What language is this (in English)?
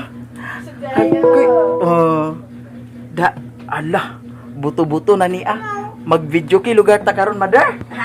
Cebuano